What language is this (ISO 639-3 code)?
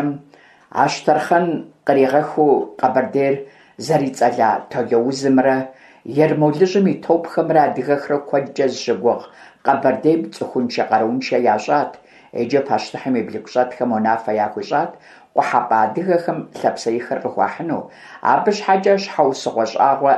kbd